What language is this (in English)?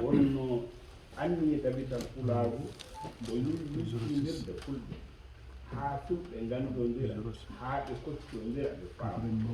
Fula